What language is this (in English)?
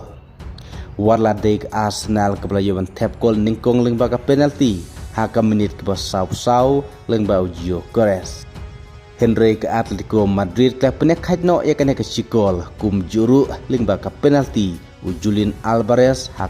Khasi